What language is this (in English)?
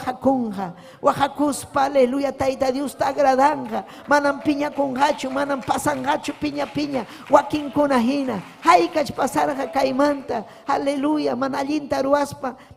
Ayacucho Quechua